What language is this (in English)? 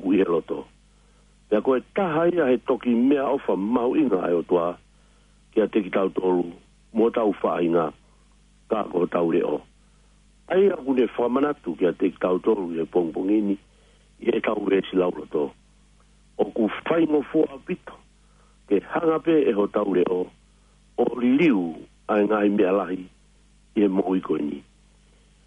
Tongan